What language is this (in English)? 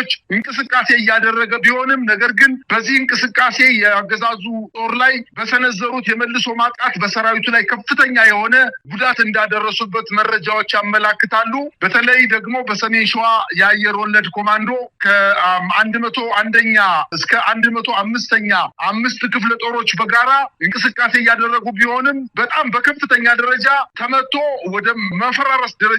Amharic